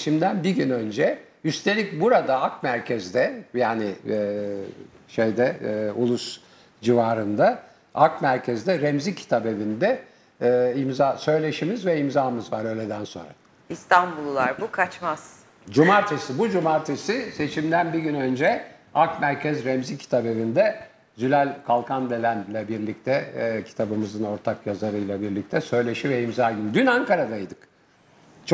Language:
Turkish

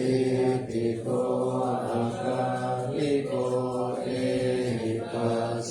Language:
Pali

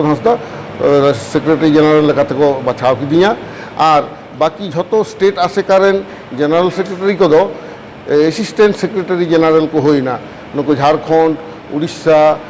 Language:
Santali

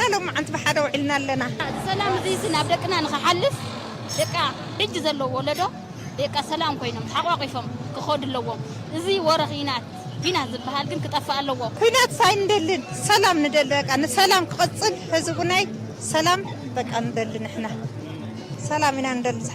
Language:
Tigrinya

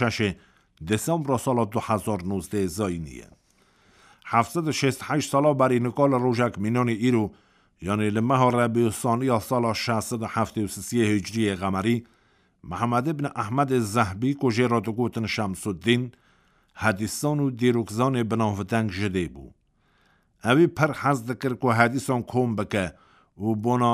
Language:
Kurdish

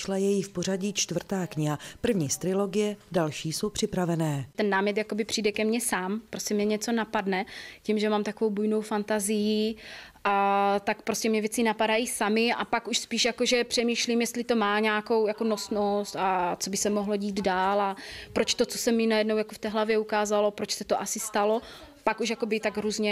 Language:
Czech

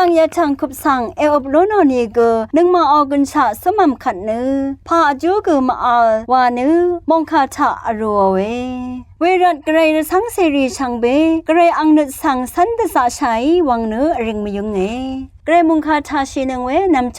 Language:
Rawang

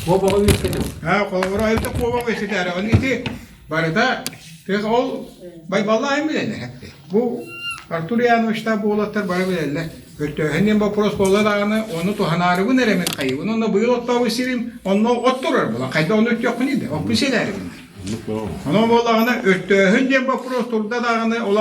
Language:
Yakut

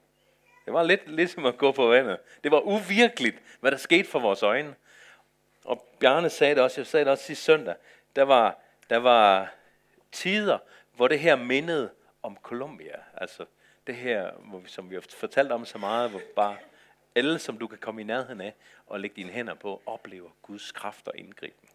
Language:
Danish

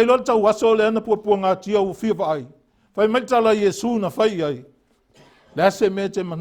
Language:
Samoan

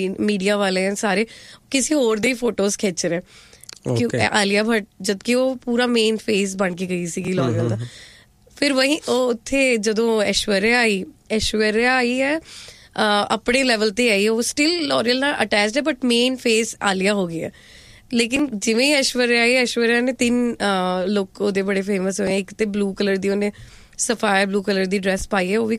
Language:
Punjabi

